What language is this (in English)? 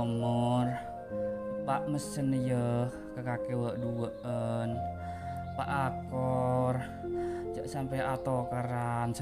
Madurese